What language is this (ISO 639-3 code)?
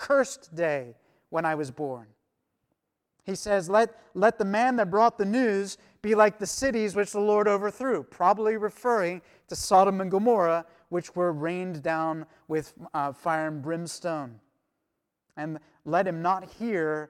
eng